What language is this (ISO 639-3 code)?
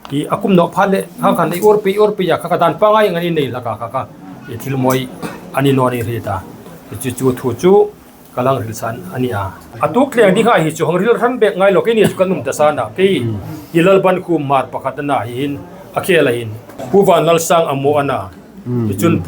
hmr